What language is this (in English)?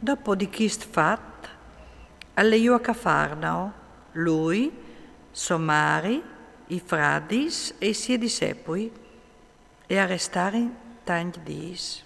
Friulian